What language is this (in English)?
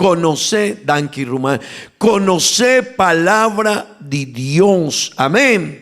Papiamento